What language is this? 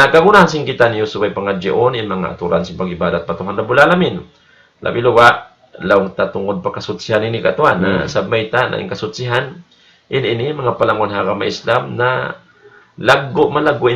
Tausug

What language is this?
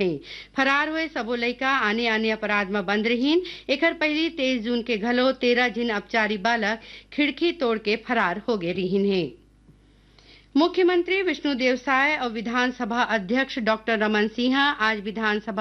Chhattisgarhi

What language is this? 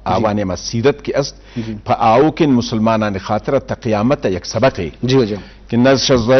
Eastern Balochi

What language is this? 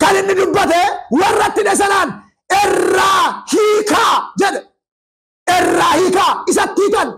Oromo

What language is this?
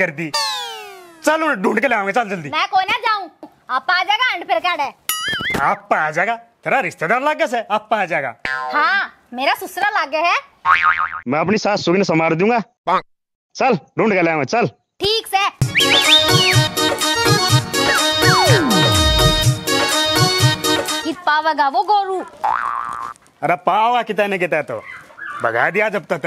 Haryanvi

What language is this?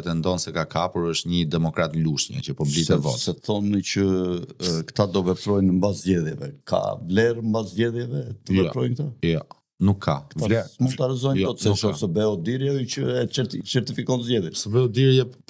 Albanian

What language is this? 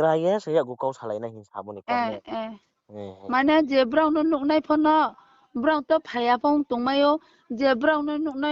Riang (India)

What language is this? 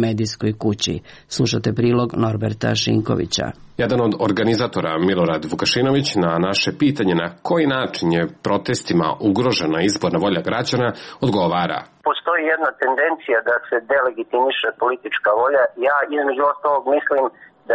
Serbian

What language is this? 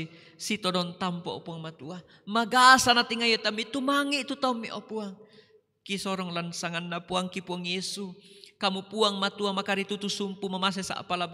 Toraja-Sa'dan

